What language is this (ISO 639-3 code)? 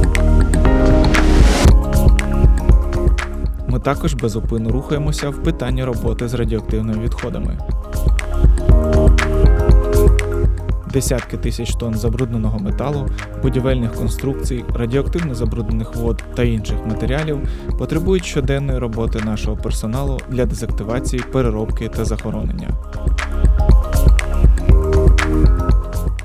ukr